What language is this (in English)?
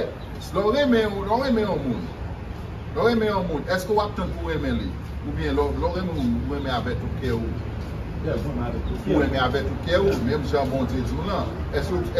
Haitian Creole